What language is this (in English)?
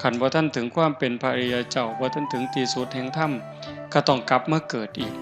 Northeastern Thai